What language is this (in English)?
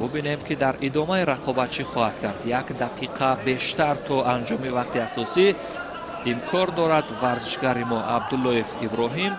Tajik